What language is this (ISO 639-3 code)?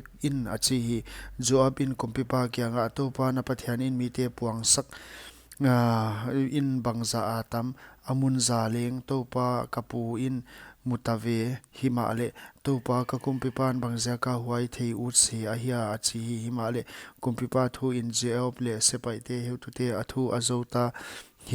pck